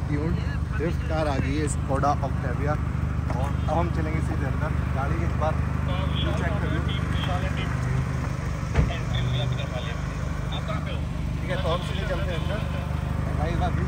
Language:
Hindi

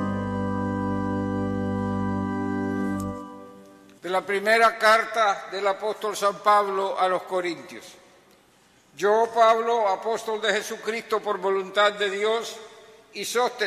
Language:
Spanish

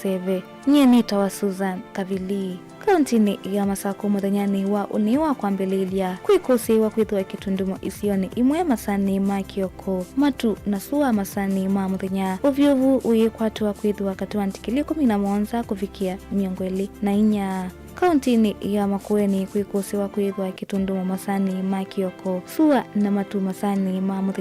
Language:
Kamba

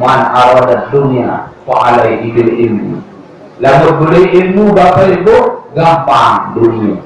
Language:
Sasak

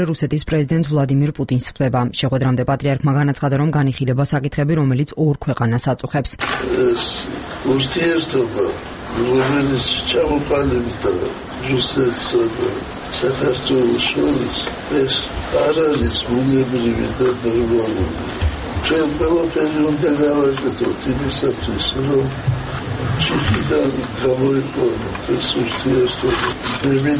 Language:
Georgian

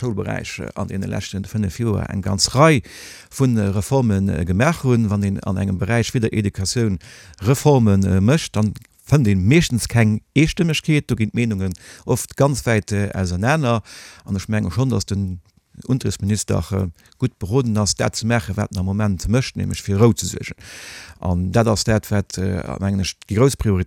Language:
Luxembourgish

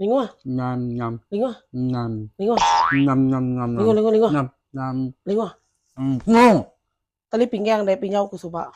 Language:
Iban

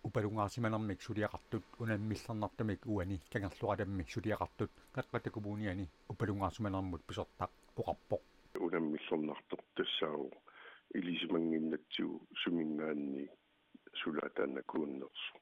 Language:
Kalaallisut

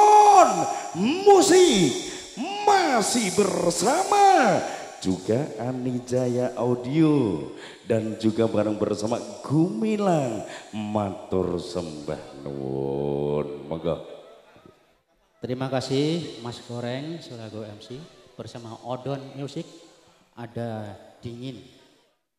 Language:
Indonesian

